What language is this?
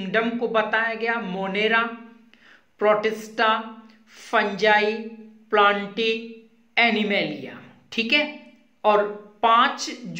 Hindi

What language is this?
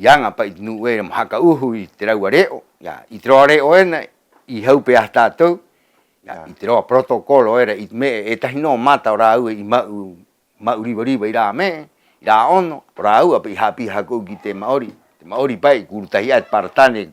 Rapanui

